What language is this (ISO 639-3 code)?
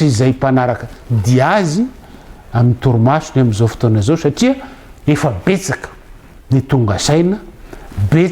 mlg